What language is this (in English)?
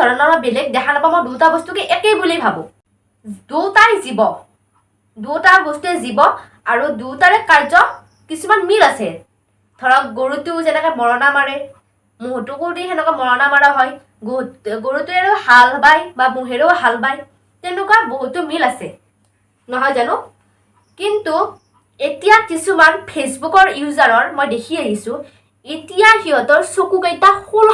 Assamese